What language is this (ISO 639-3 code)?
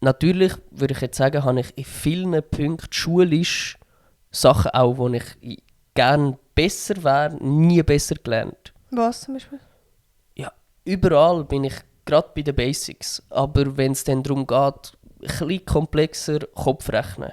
gsw